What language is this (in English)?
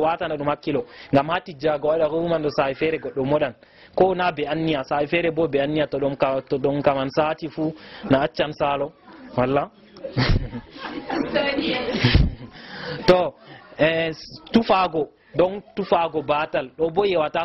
Fula